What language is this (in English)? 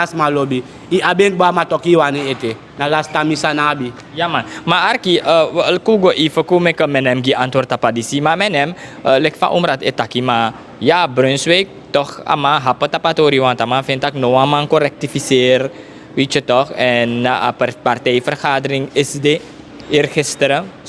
Sranan Tongo